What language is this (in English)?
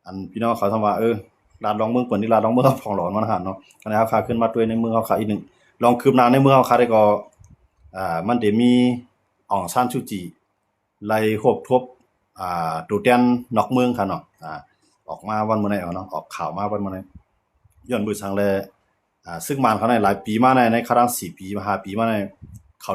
Shan